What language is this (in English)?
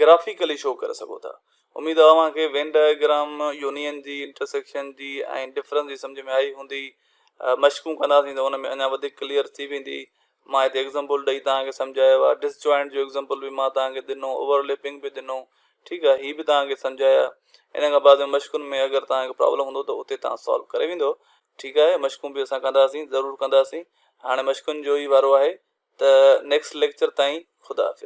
Sindhi